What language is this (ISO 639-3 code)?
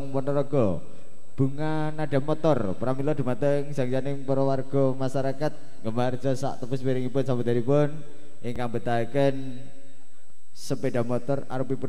jav